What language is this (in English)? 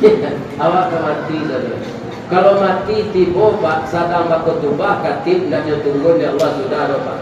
Minangkabau